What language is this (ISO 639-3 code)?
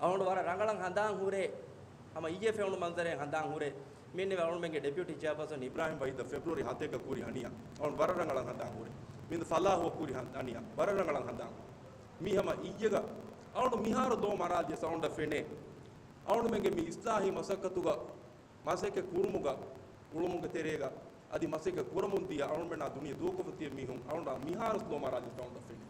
div